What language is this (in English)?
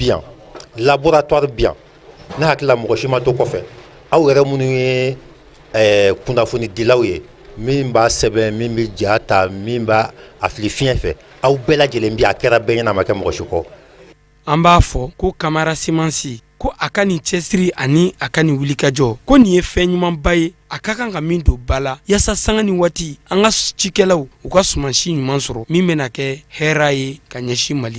Bambara